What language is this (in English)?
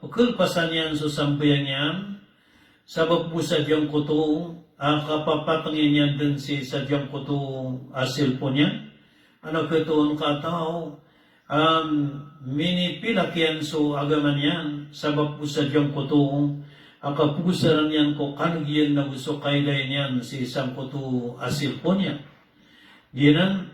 Maranao